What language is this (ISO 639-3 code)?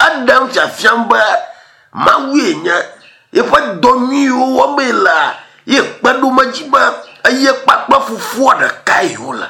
ewe